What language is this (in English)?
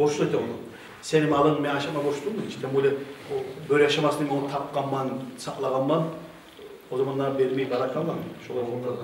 Kumyk